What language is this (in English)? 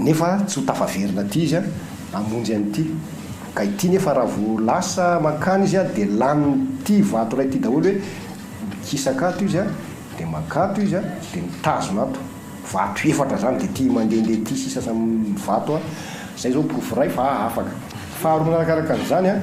Malagasy